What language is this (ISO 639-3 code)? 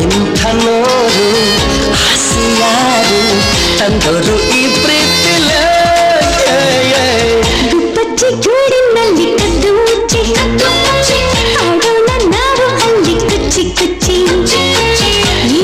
kan